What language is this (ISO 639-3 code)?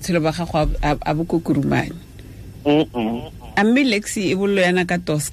tsn